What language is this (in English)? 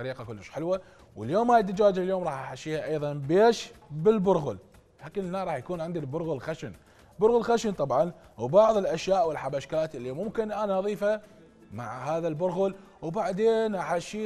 Mesopotamian Arabic